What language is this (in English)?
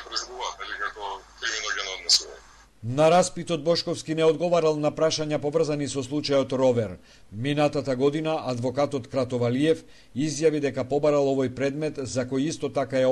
Macedonian